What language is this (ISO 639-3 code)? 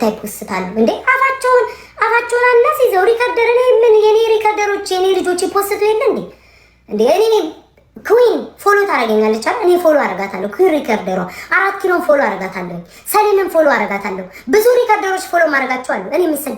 amh